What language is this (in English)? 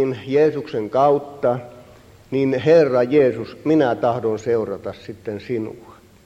Finnish